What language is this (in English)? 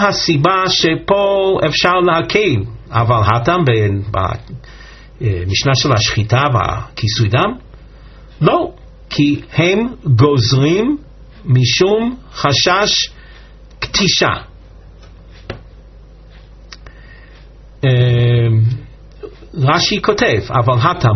Hebrew